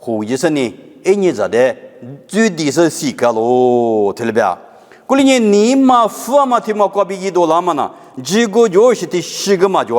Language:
Lisu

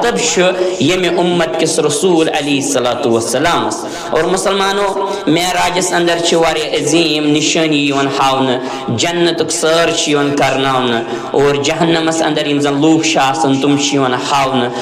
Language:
Kashmiri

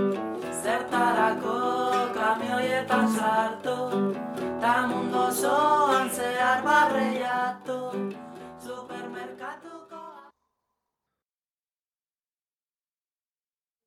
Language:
Basque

